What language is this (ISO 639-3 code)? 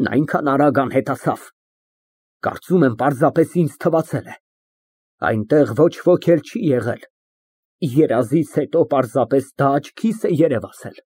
hye